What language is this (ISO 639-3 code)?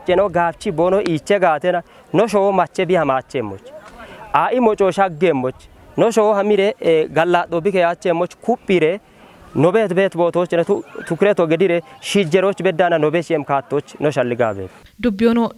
kbr